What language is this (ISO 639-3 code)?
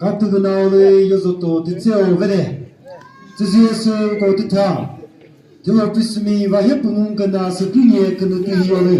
nri